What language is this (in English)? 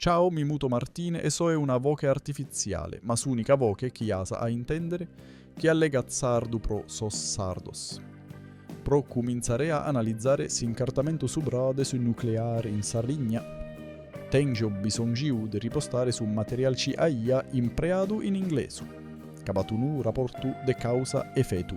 Sardinian